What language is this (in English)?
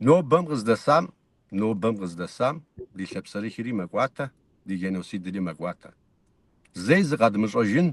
Kabardian